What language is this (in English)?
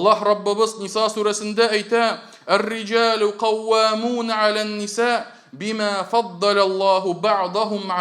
Tatar